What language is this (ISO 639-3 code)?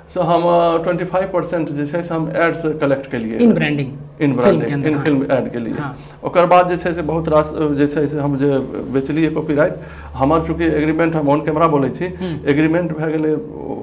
mai